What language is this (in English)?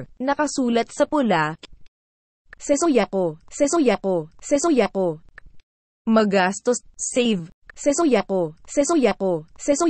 Filipino